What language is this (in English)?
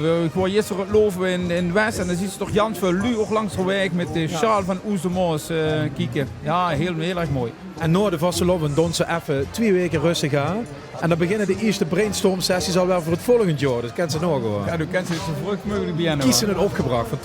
Limburgish